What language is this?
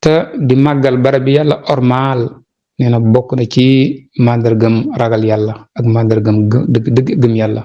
Wolof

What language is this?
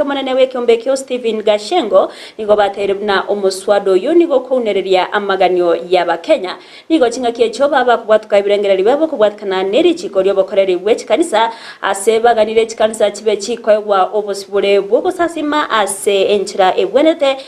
Gusii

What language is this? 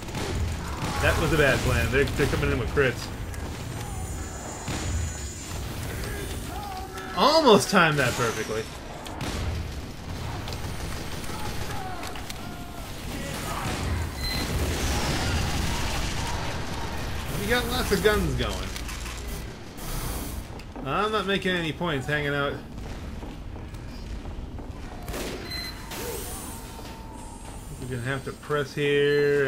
English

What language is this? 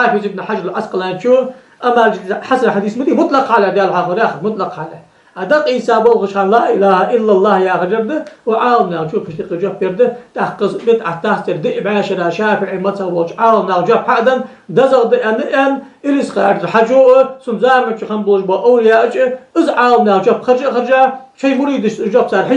Ingush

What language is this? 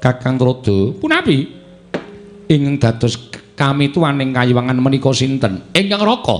Javanese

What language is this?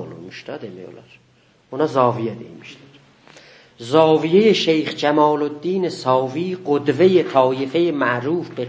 South Azerbaijani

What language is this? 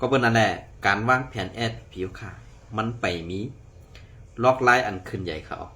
Shan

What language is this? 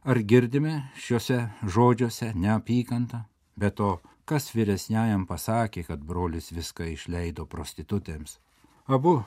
Lithuanian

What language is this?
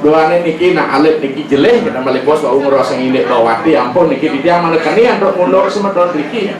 Balinese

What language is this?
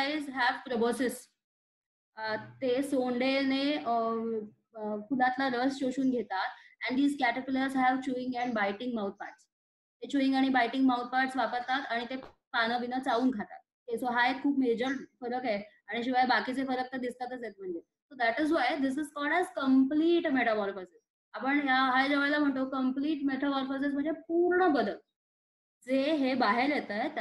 Marathi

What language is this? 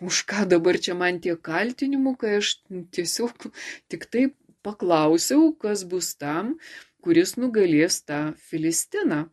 Lithuanian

